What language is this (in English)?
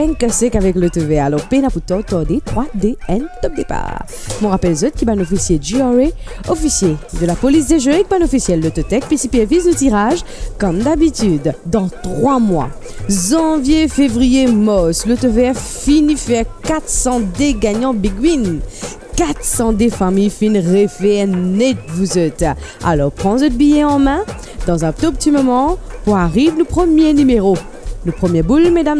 Morisyen